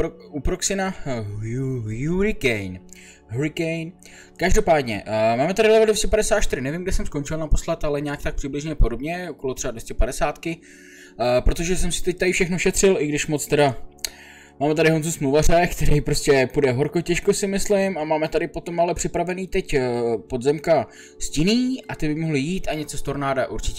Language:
Czech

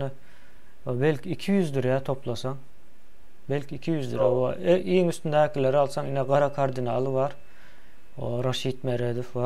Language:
Turkmen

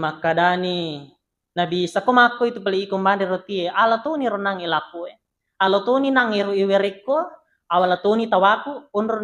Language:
Buginese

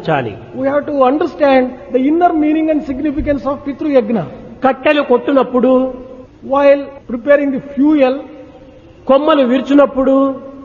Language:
Telugu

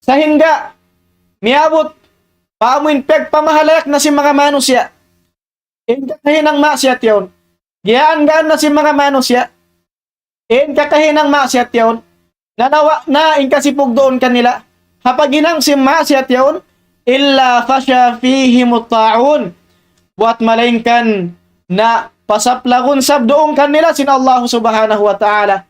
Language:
Tausug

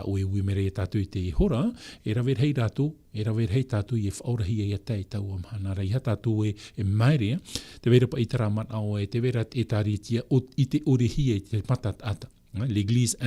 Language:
Tahitian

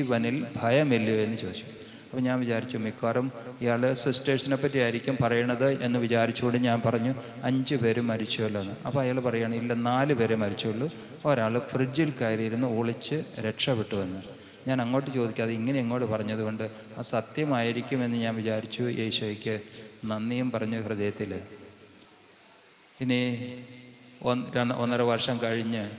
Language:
Malayalam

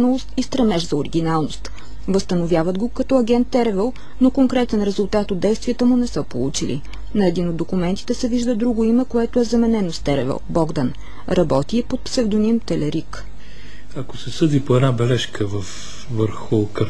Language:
Bulgarian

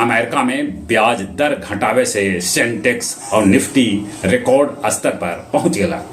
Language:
Magahi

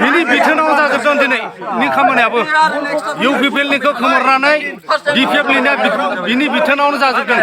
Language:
Bodo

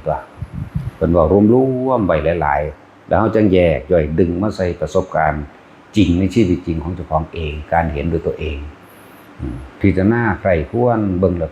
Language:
Northeastern Thai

